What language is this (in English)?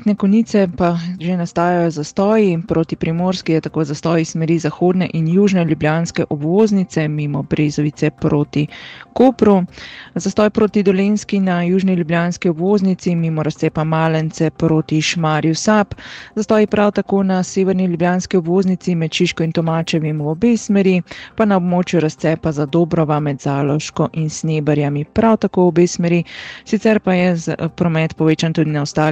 Slovenian